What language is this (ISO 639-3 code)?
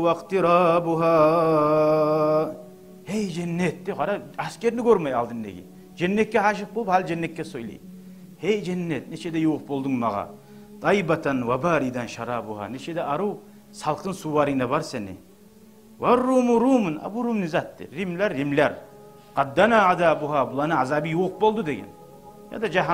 kum